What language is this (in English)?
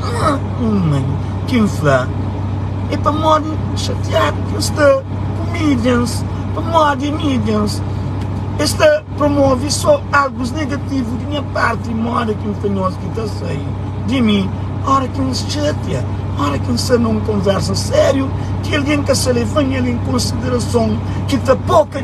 Kabuverdianu